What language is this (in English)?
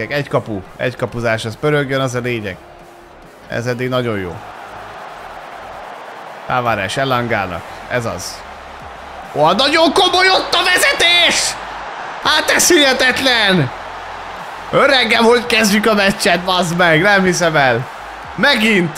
Hungarian